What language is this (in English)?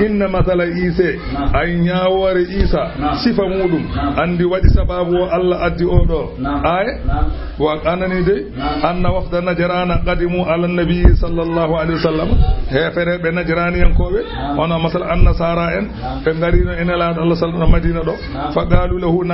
Fula